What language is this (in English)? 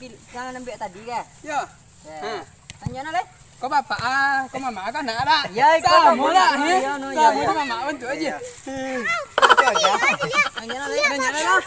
Minangkabau